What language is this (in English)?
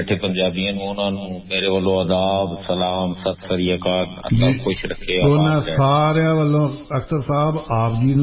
Punjabi